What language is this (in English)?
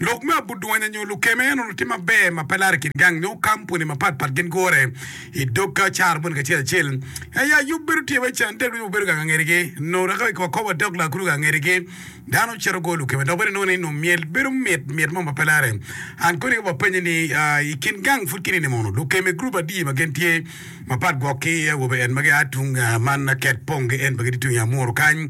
Acoli